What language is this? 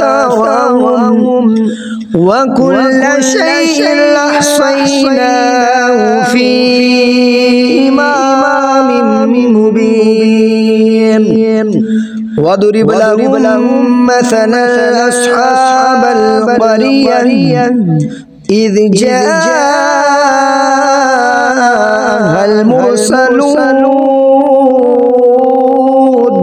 Arabic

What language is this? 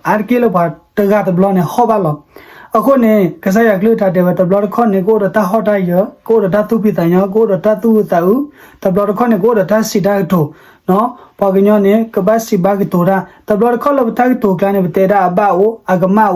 S'gaw Karen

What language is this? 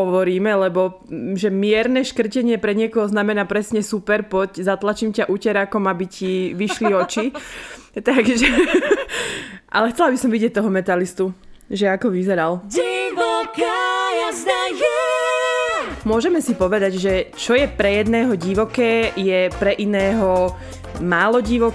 Slovak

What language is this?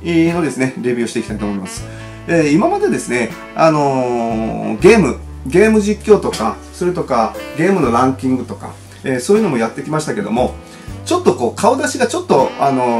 Japanese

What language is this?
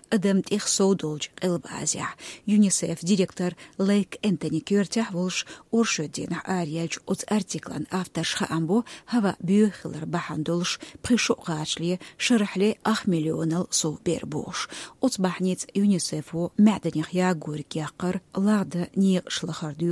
Chechen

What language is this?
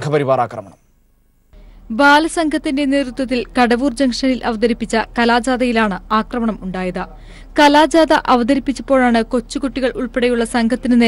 Malayalam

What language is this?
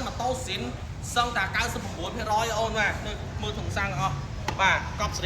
Khmer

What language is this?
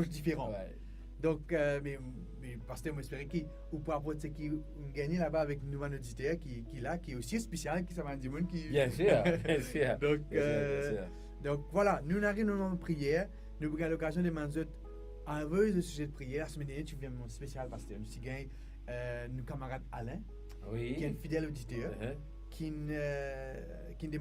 Morisyen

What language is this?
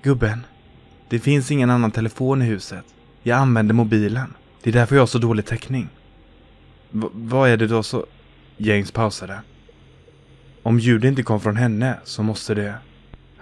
Swedish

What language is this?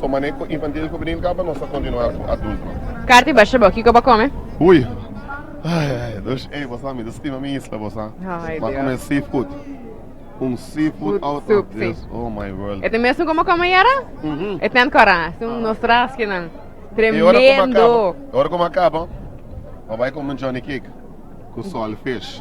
Papiamento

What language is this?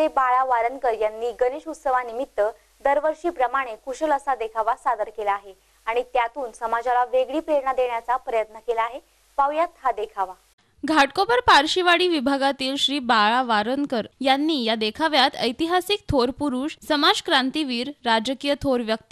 Marathi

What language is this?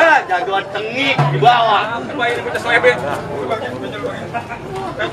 Betawi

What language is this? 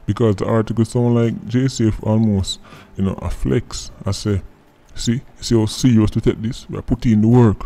Jamaican Creole English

